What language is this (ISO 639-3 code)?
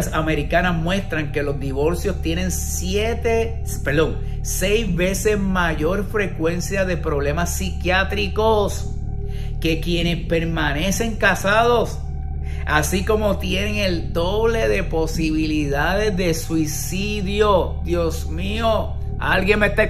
spa